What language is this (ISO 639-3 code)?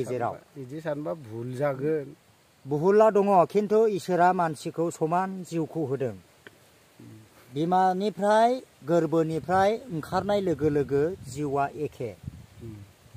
brx